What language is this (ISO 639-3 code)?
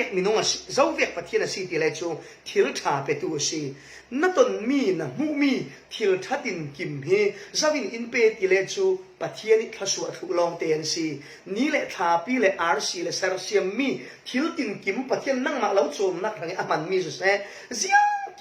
cfm